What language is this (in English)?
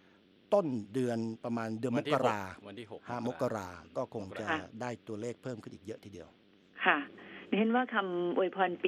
Thai